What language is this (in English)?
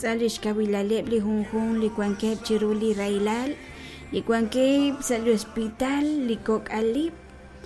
Kekchí